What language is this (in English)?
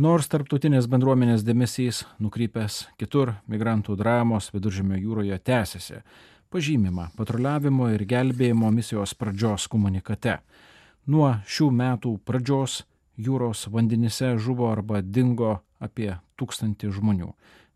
Lithuanian